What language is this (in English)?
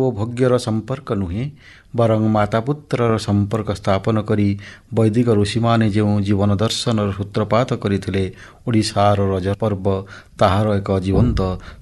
Odia